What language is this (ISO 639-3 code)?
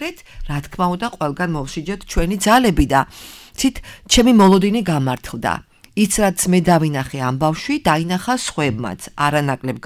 kat